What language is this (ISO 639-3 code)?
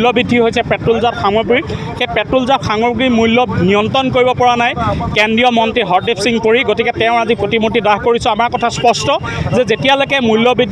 asm